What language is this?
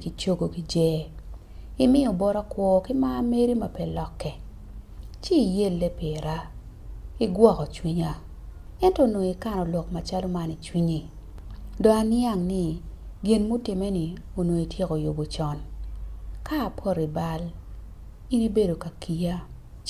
Acoli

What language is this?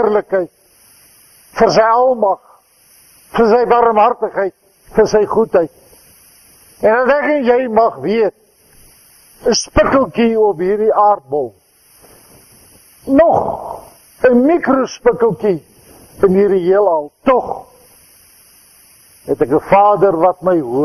Afrikaans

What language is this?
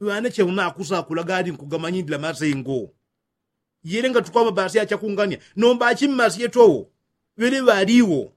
Yao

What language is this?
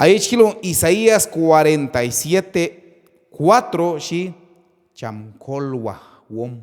Q'anjob'al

